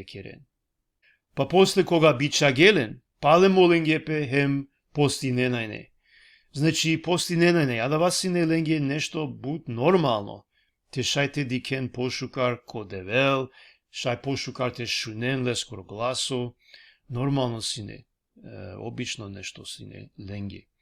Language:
Balkan Romani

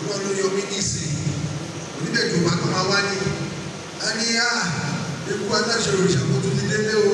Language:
Yoruba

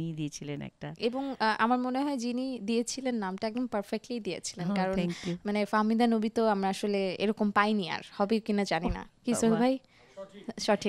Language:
Bangla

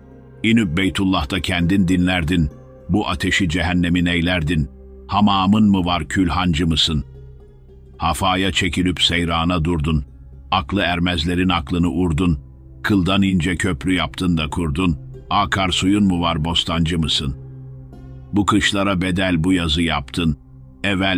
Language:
Turkish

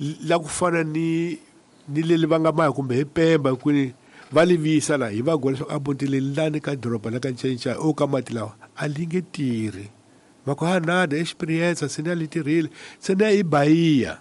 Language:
Tsonga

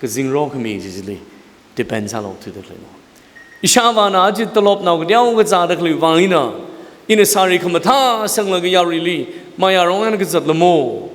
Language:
Tangkhul Naga (India)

